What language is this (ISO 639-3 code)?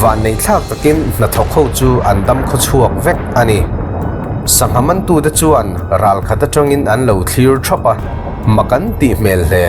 lus